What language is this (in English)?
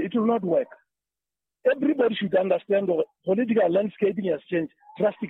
Southern Sotho